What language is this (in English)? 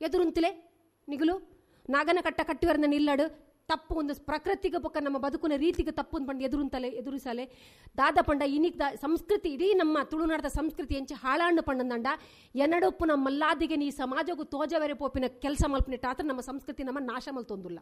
Tulu